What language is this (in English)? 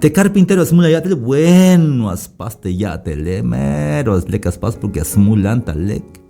Tzeltal